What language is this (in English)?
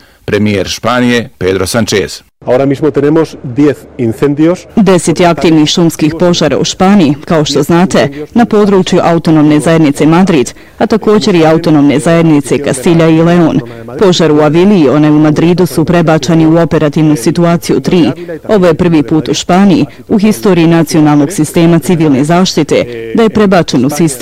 Bosnian